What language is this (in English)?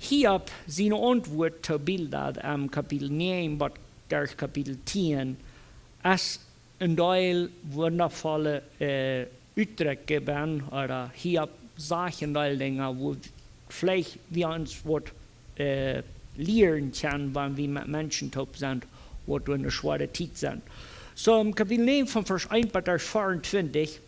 Plautdietsch